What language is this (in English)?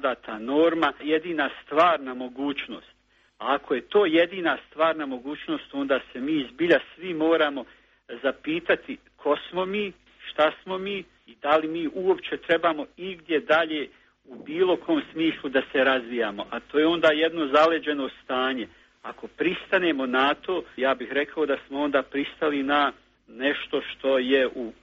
Serbian